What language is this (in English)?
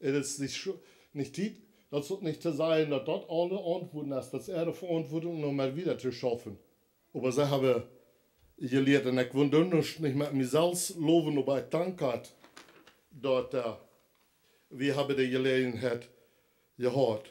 Plautdietsch